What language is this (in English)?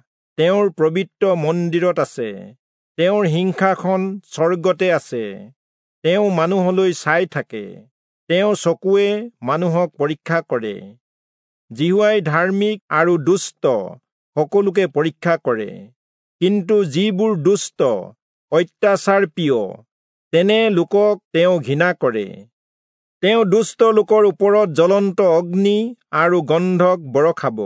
Assamese